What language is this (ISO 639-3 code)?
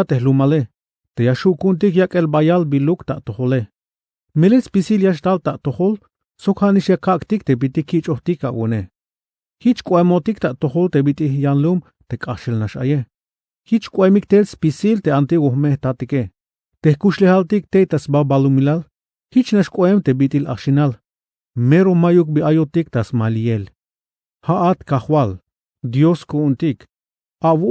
tzh